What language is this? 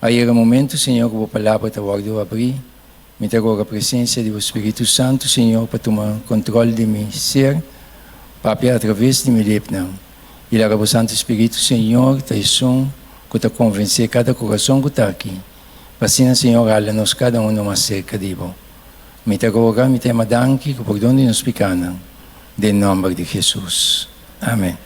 Papiamento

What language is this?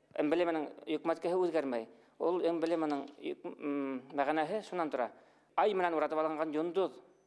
Bashkir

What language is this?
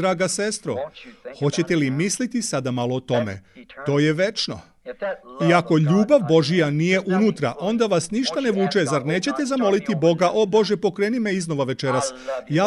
Serbian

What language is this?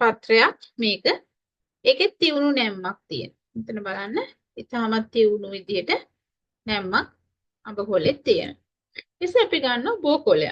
Sinhala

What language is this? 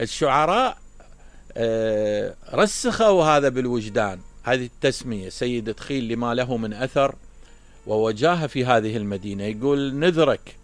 Mesopotamian Arabic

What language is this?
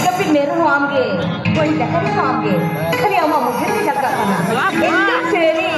Santali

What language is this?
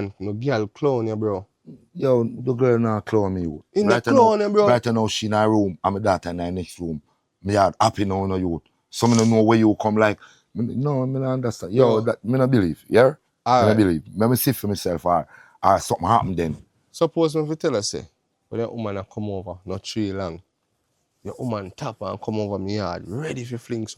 Jamaican Creole English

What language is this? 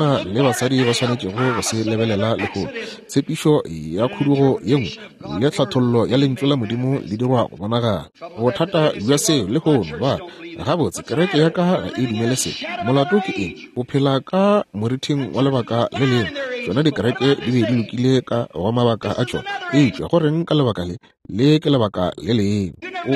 Northern Sotho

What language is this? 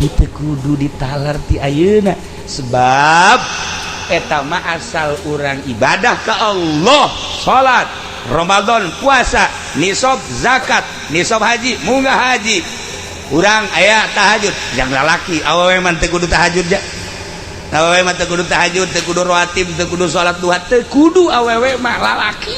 Sundanese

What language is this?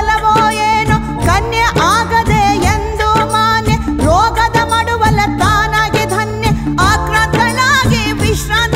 Kannada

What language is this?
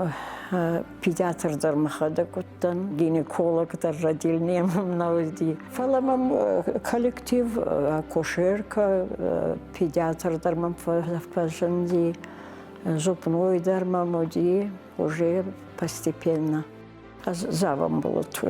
Ossetic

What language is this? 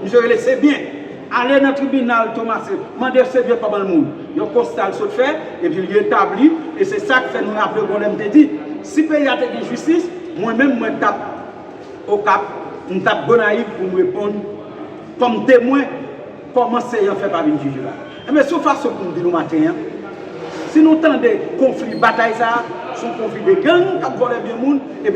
Haitian Creole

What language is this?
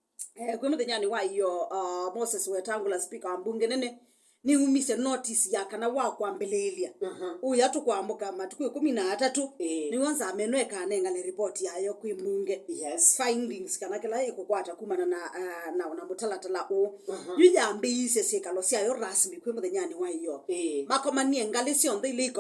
Kamba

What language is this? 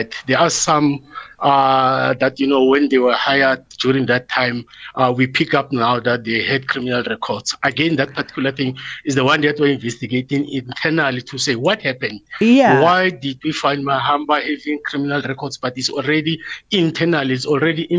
English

